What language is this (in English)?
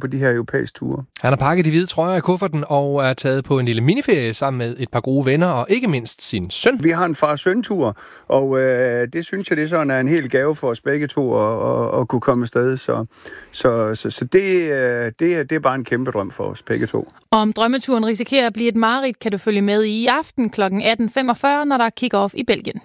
Danish